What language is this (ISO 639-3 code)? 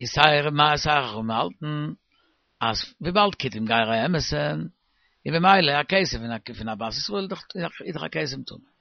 yid